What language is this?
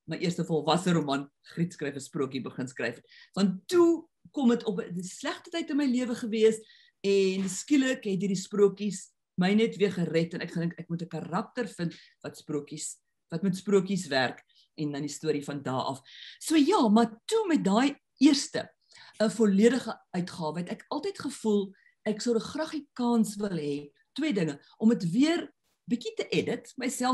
Afrikaans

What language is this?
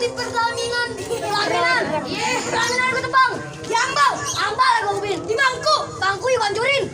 Betawi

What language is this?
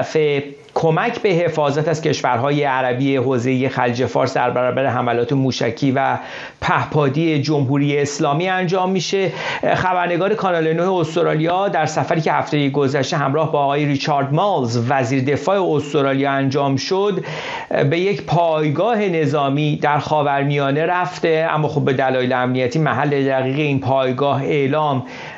Persian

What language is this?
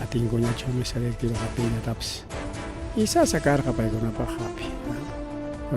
Ayacucho Quechua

